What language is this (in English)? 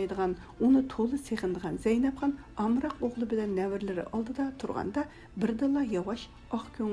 Uyghur